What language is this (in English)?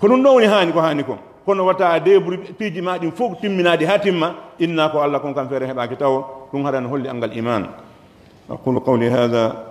Pular